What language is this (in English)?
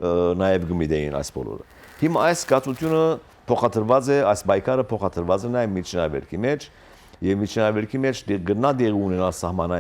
Western Armenian